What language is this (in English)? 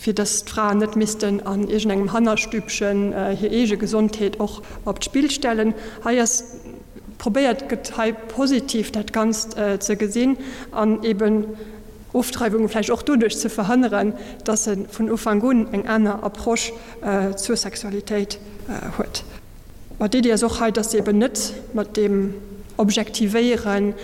Luxembourgish